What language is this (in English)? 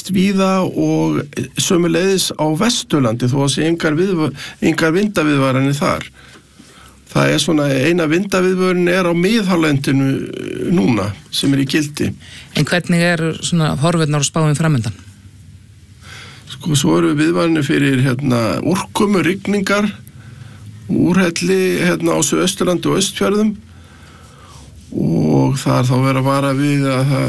Icelandic